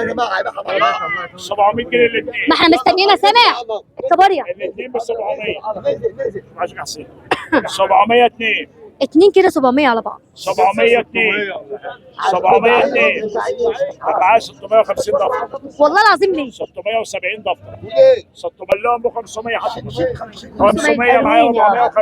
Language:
Egyptian Arabic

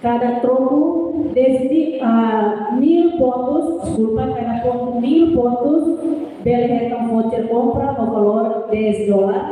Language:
Tetum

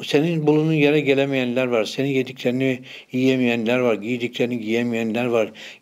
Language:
Turkish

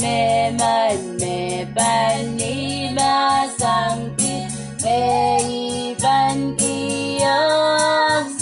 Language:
Pohnpeian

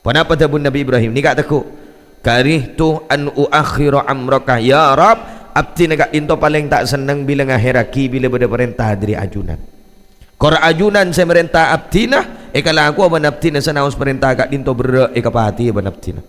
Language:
Madurese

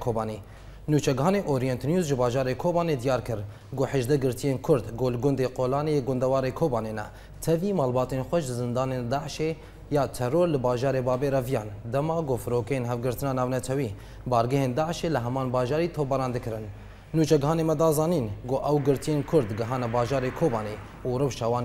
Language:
Kurdish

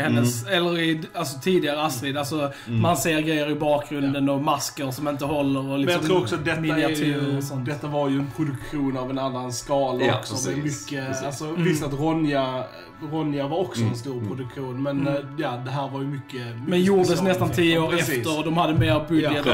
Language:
Swedish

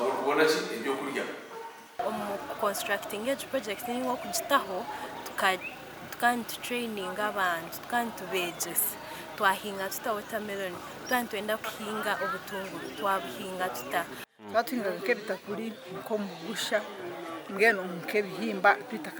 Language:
Nyankole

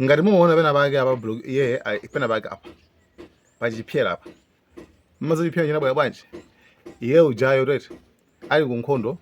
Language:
Nyanja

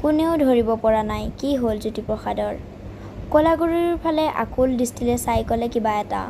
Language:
Assamese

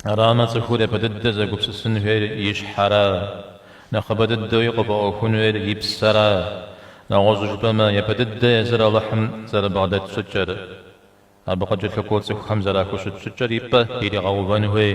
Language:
Kabardian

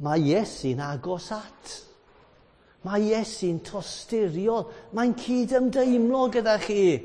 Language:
Welsh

